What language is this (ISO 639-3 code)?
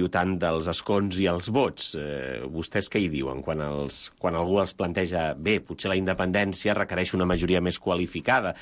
cat